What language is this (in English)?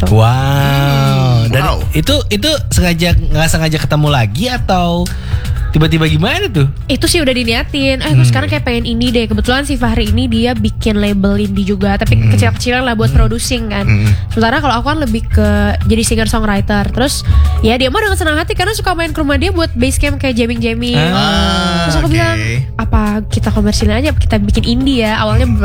Indonesian